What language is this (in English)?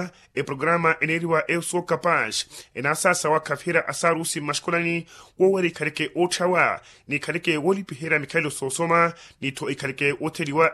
Makhuwa